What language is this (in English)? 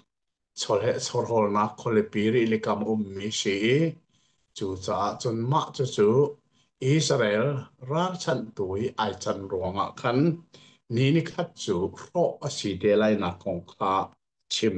Hakha Chin